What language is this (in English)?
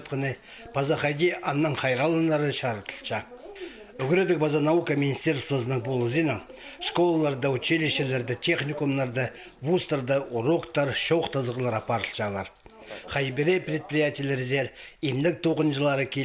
Khakas